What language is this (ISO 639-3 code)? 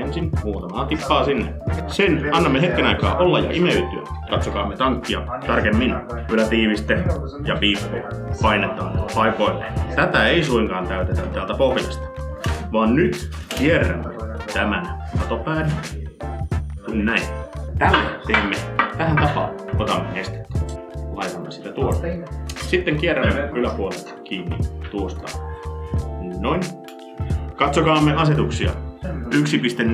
fin